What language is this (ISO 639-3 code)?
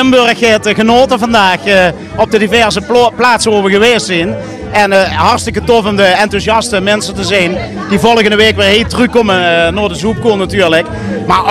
lim